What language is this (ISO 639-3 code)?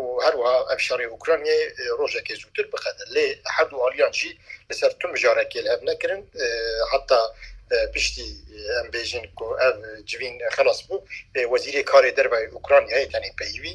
kur